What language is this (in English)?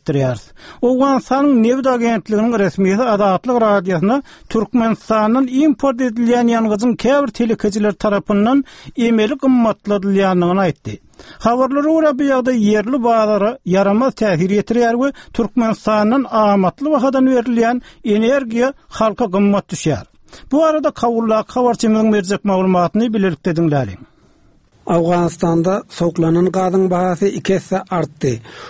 Turkmen